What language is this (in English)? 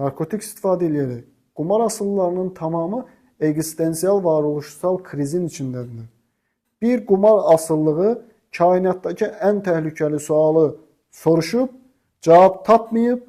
Azerbaijani